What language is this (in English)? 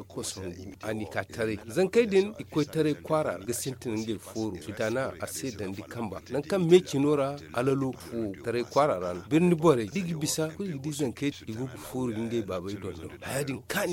Zarma